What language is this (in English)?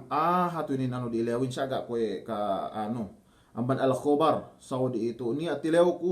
Yakan